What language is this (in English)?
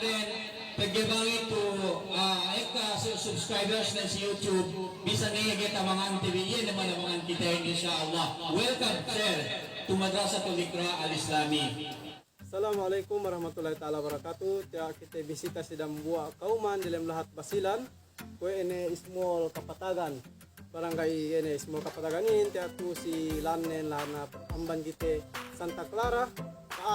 Yakan